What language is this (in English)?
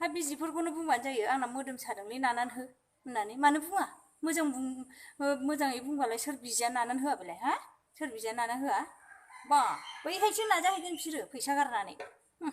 Bodo